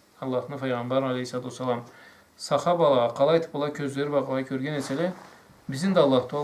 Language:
Karachay-Balkar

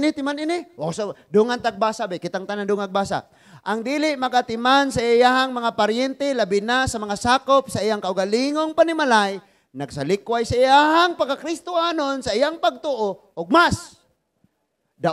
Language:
Cebuano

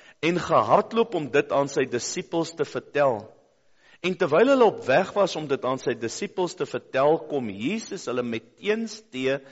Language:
Afrikaans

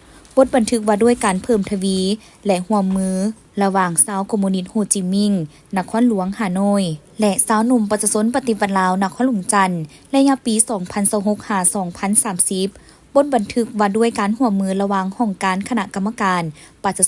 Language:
Lao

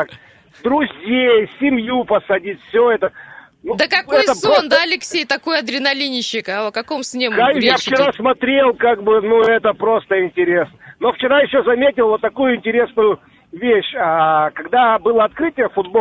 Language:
Russian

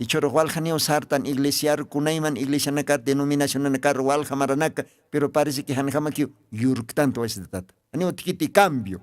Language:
Aymara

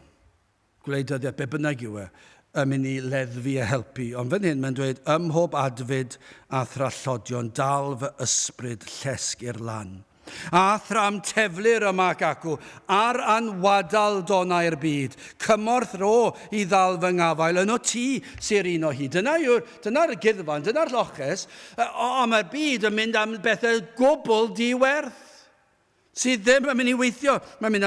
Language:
Welsh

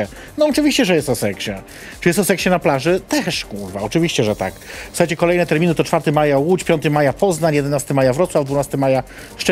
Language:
Polish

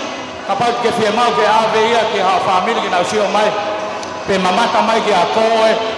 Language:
Tongan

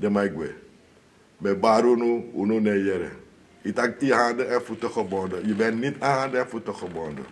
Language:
Sranan Tongo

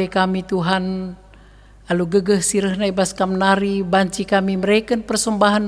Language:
Batak Karo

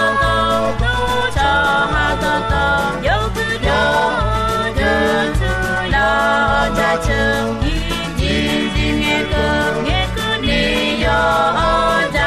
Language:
Akha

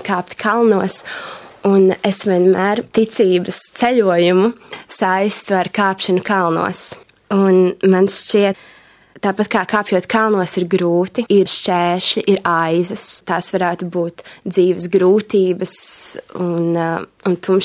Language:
Latvian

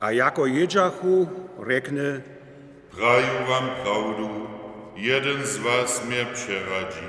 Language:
Upper Sorbian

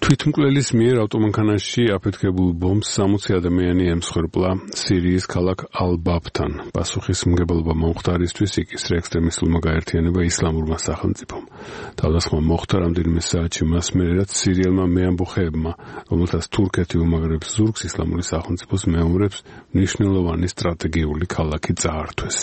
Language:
Georgian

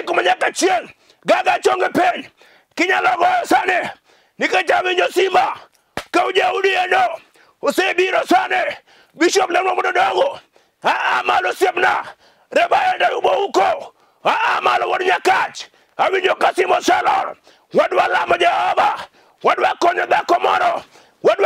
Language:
Luo (Kenya and Tanzania)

